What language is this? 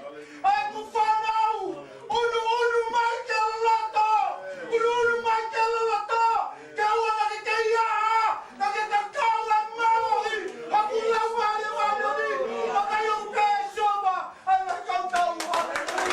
Tongan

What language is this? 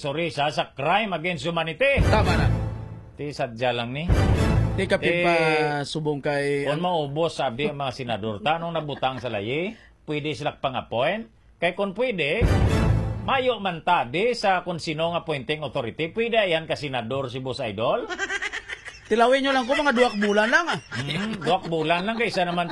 Hiligaynon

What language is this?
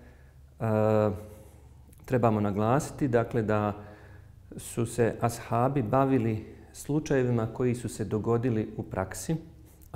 Bosnian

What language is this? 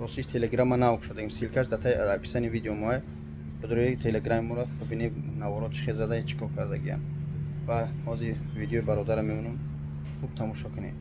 Tajik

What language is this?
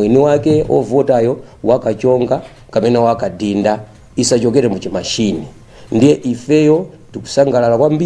Nyanja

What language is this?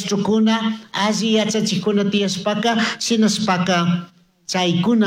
Chimborazo Highland Quichua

